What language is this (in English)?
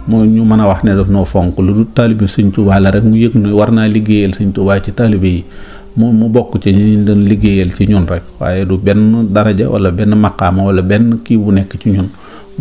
Wolof